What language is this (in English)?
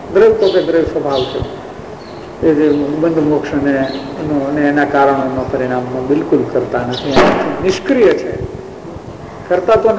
Gujarati